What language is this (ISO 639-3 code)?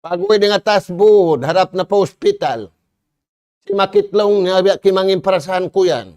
tsg